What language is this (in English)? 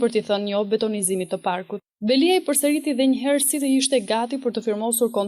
Albanian